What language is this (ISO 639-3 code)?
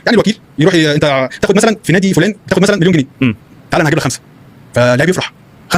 arz